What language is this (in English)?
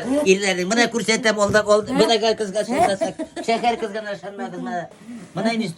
Bashkir